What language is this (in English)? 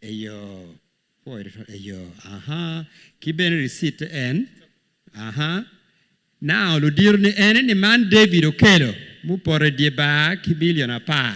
Acoli